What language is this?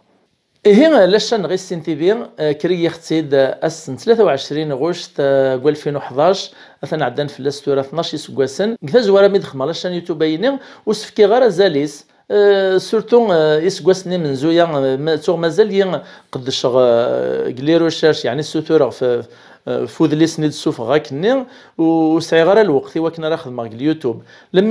Kabyle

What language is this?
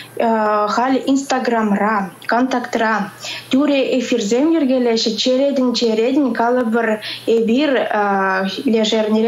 Chuvash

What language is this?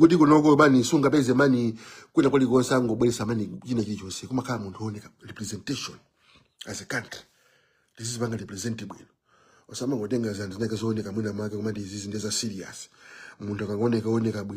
Nyanja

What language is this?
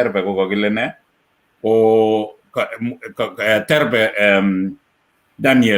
Kalenjin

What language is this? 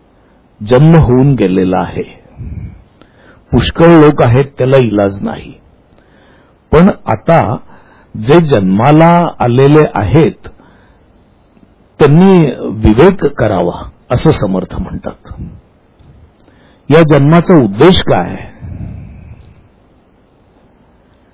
Marathi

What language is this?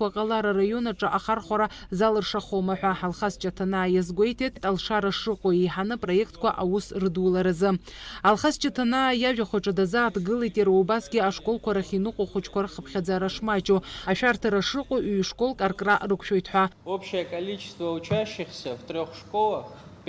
Abkhazian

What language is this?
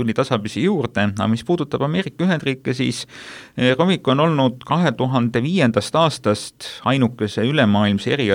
Estonian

